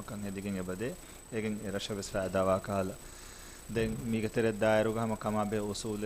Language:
Divehi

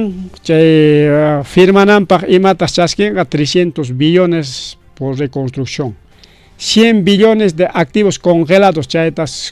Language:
Ayacucho Quechua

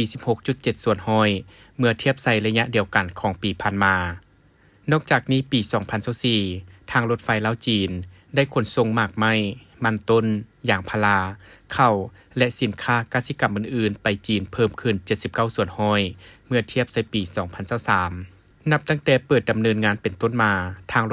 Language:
Lao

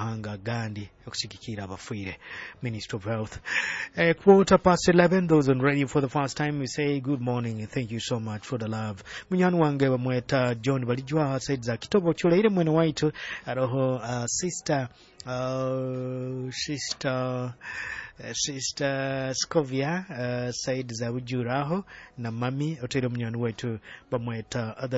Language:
Nyoro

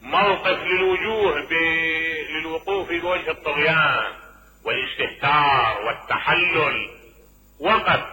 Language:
Mesopotamian Arabic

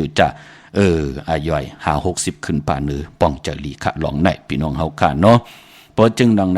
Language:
Shan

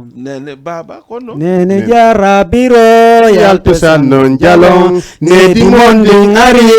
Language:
Fula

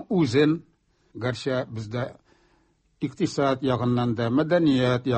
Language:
Tatar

